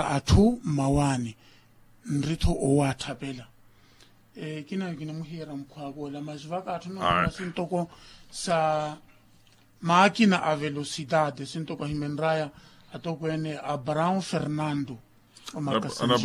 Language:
Makhuwa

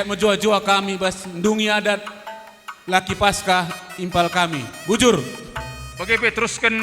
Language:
Batak Karo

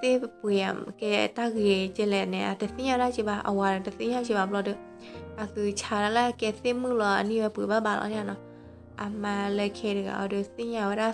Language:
S'gaw Karen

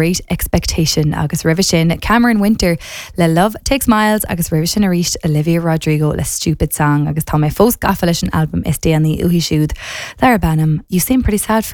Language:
Irish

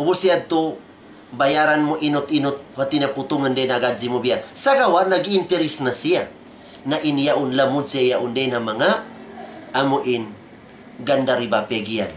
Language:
Tausug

